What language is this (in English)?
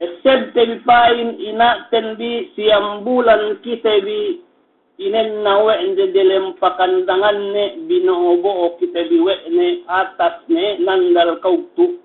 Yakan